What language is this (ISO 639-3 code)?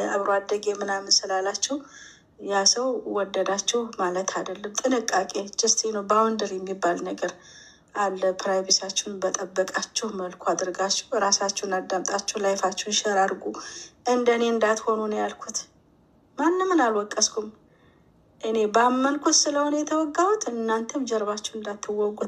amh